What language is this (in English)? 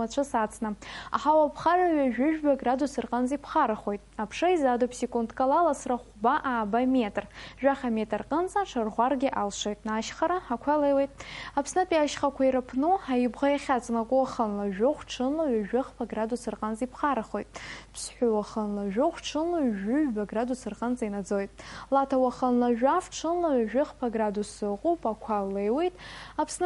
Abkhazian